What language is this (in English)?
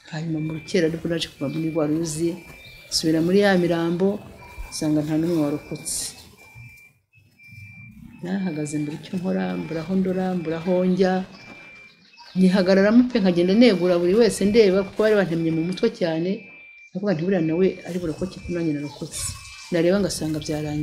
Kinyarwanda